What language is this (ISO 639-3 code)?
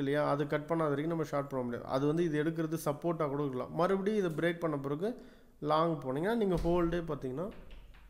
tam